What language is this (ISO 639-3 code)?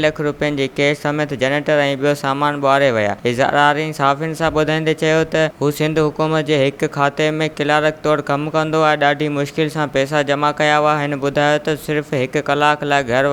snd